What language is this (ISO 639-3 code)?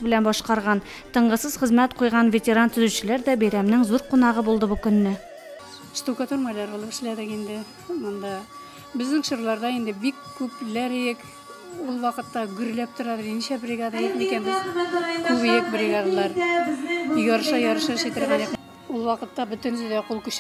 tat